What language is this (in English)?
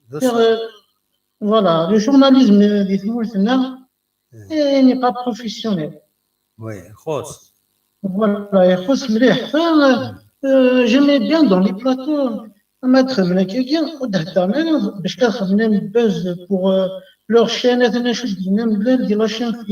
Kabyle